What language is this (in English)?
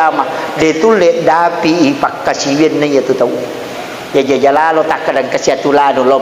Buginese